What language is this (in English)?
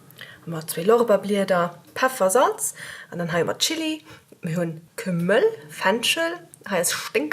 Luxembourgish